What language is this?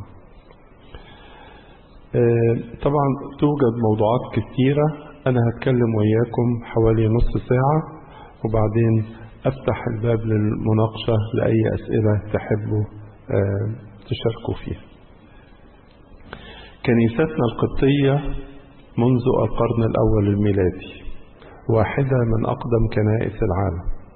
Egyptian Arabic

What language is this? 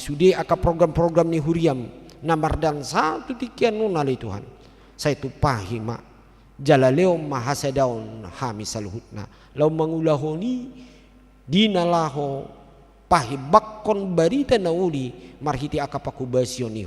Batak Toba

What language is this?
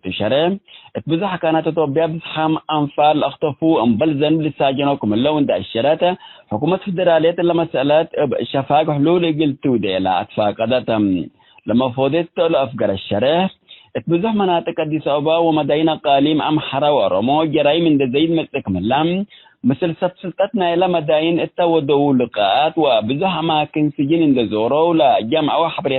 Tigre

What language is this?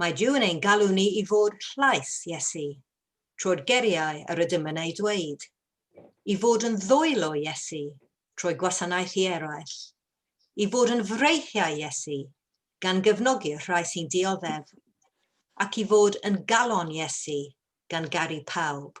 Welsh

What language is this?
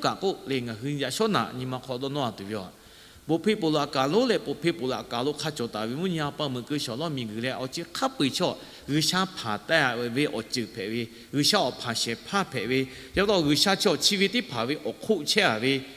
Lahu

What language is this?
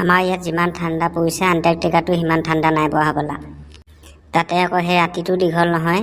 Assamese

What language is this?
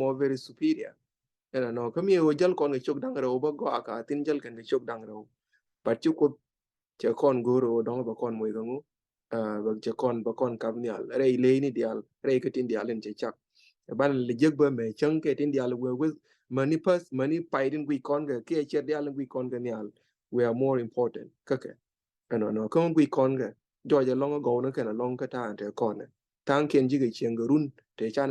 Nuer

